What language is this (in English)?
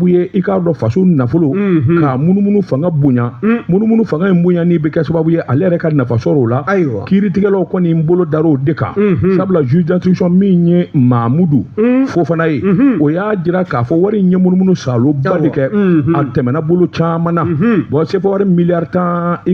Bambara